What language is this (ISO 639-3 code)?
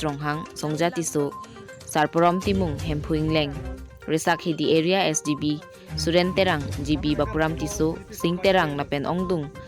mjw